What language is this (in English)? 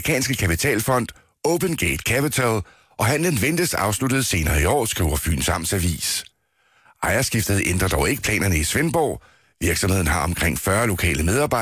Danish